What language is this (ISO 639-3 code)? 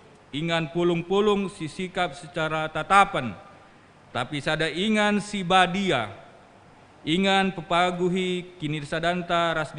btx